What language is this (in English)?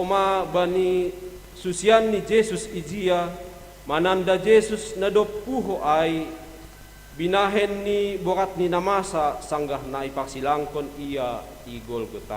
Batak Simalungun